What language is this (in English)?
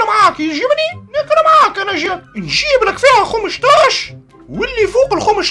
Tunisian Arabic